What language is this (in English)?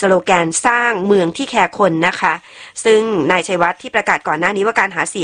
Thai